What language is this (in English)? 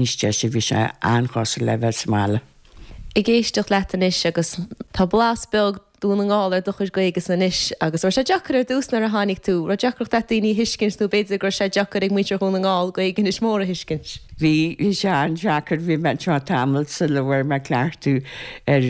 Irish